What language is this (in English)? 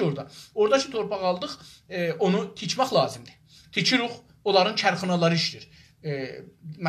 South Azerbaijani